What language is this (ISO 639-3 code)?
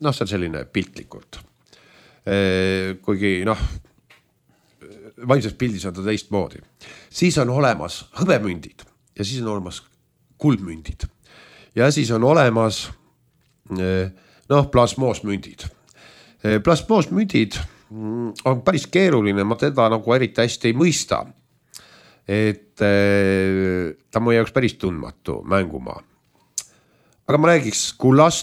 est